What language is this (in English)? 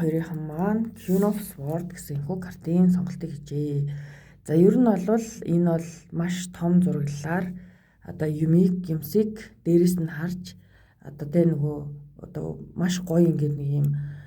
Mongolian